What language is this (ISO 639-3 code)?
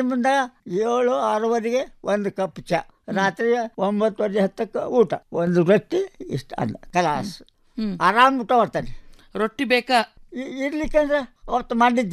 kan